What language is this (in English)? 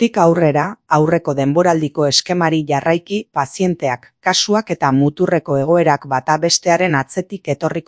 Basque